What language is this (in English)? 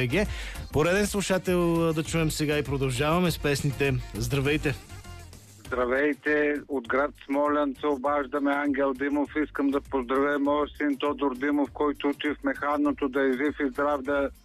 Bulgarian